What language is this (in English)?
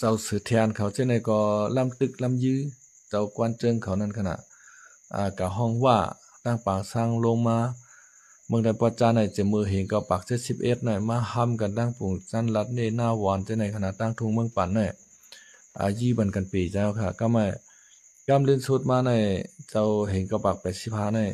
Shan